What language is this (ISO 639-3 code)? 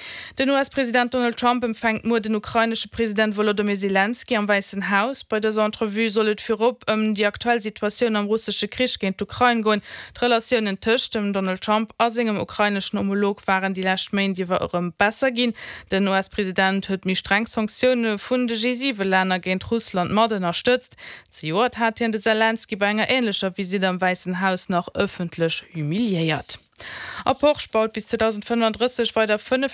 ltz